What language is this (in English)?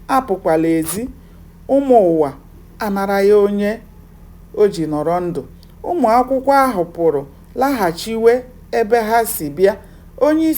Igbo